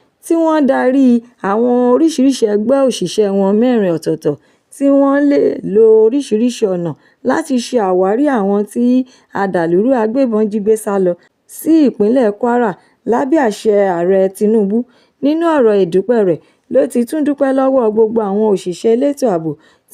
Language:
Yoruba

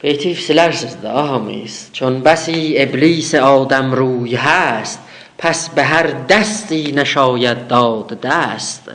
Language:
South Azerbaijani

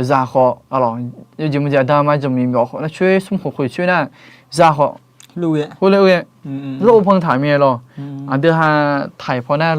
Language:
Akha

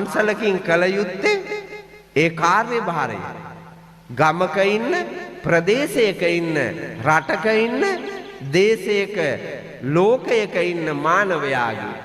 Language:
Sinhala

